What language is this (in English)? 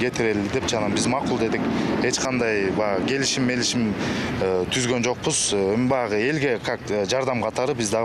Kyrgyz